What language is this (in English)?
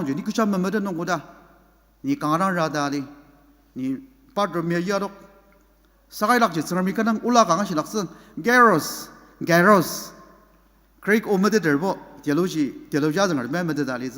Ao Naga